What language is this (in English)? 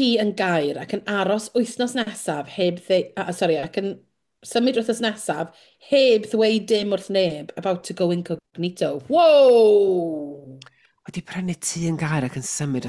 Welsh